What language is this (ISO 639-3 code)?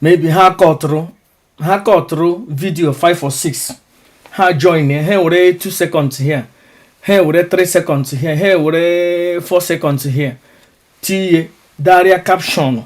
ibo